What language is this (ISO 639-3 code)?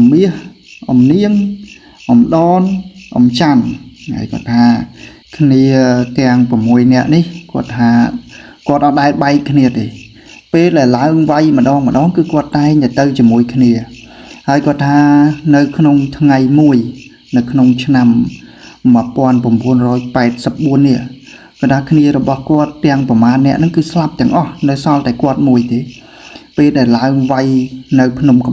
khm